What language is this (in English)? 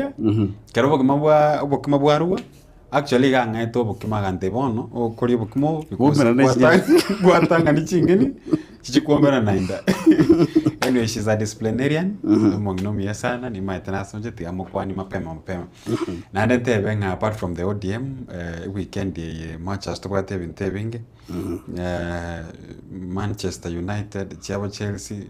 Gusii